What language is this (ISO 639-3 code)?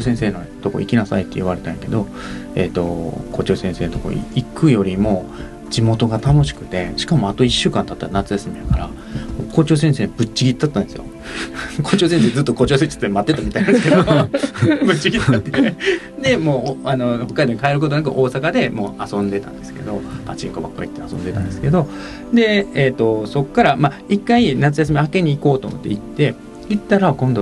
jpn